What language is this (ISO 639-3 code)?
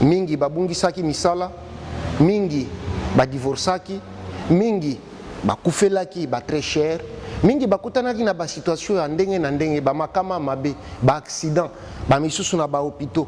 lin